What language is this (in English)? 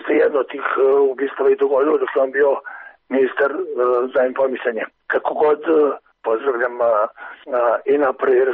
Serbian